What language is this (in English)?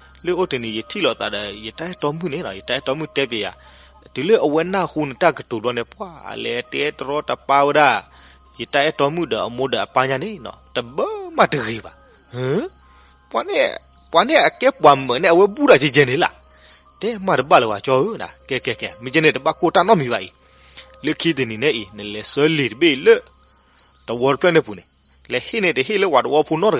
S'gaw Karen